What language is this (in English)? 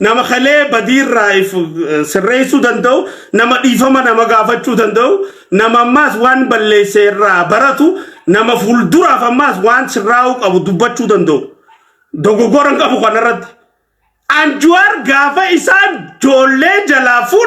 Oromo